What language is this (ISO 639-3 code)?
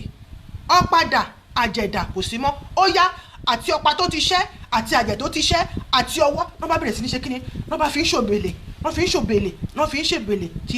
yor